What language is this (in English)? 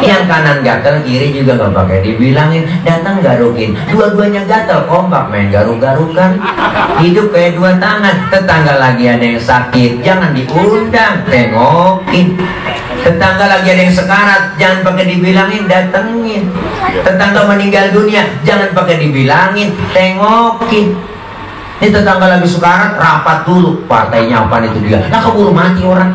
Betawi